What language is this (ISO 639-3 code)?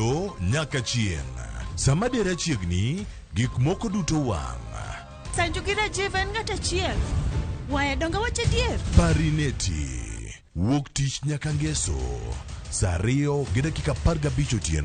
luo